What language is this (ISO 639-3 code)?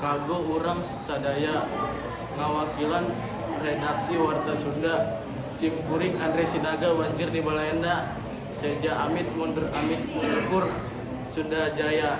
sun